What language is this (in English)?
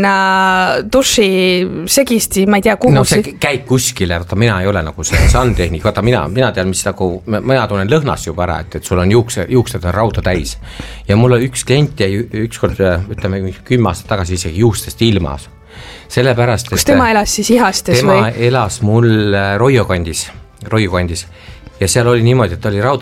Estonian